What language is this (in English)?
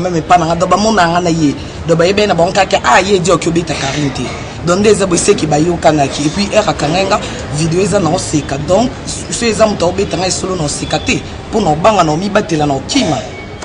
Lingala